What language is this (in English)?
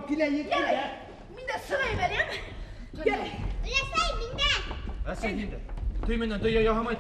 Bashkir